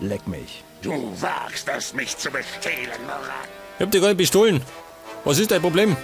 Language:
Bavarian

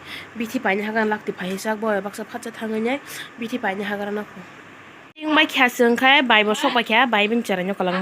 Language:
Kok Borok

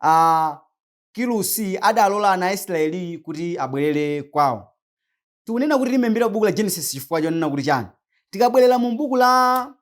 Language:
Nyanja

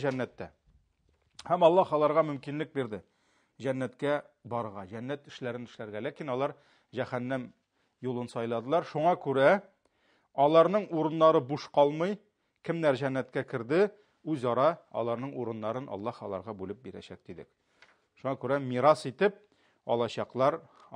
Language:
Tatar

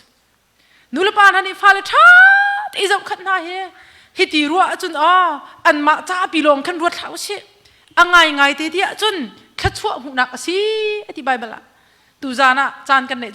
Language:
Hakha Chin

